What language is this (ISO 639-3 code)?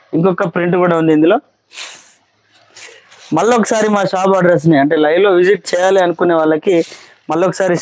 tel